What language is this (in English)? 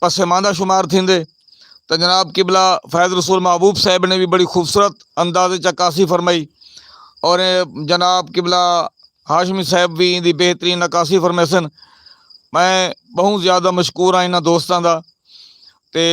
Saraiki